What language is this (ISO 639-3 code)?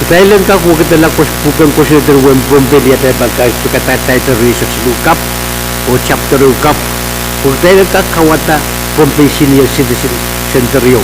pon